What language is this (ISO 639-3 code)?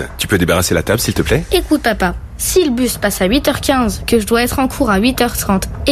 fra